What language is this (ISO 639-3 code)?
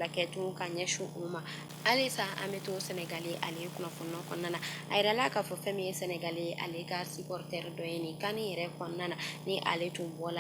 bam